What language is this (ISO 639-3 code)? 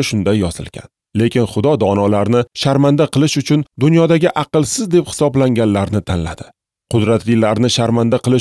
uzb